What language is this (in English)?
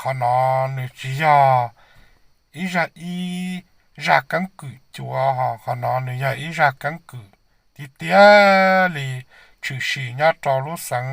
Hmong